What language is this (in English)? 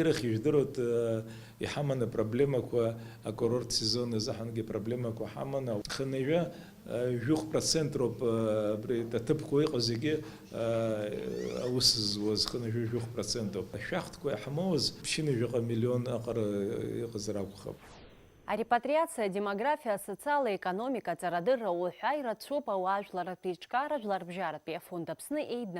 Abkhazian